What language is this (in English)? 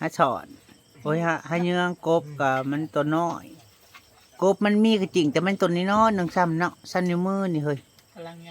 Northeastern Thai